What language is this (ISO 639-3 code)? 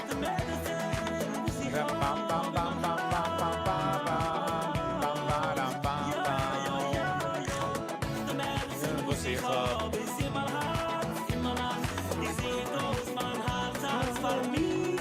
yid